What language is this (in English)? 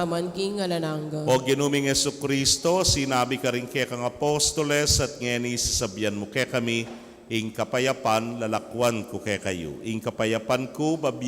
Pampanga